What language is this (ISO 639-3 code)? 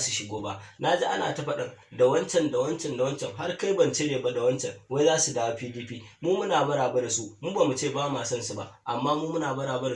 hau